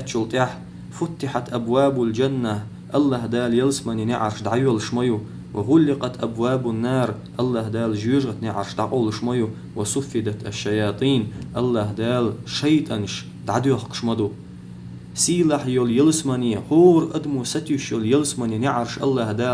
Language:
Chechen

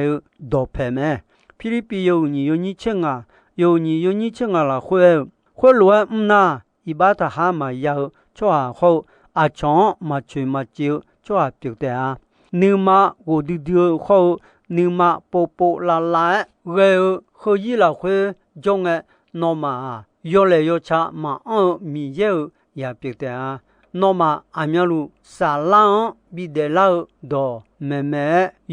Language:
Akha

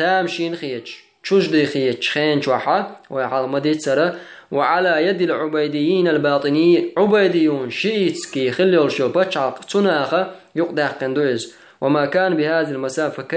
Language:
Chechen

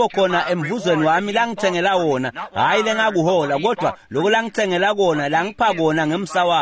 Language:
Swati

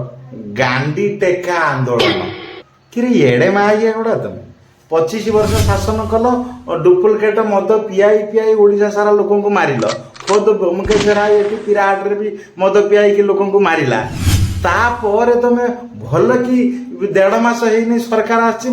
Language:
Odia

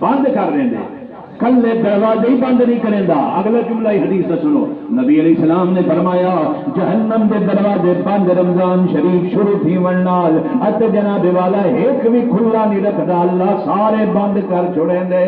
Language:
Saraiki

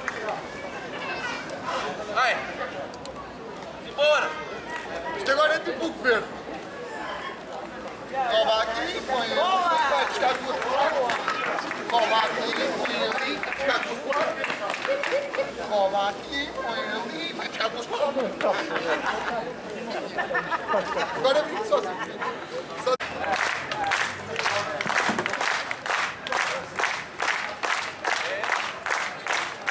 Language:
Portuguese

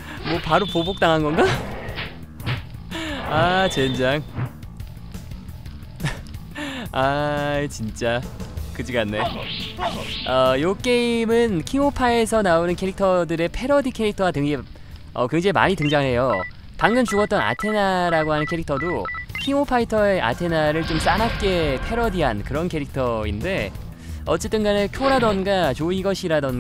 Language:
Korean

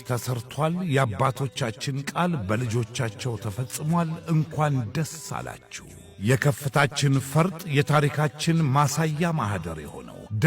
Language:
Amharic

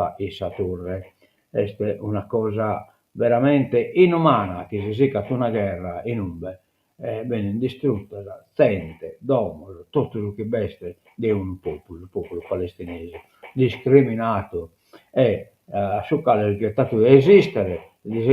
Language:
Sardinian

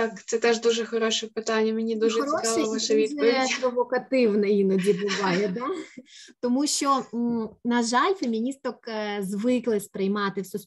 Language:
Ukrainian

